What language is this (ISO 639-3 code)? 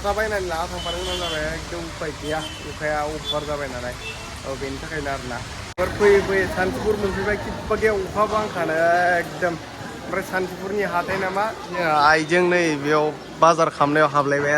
brx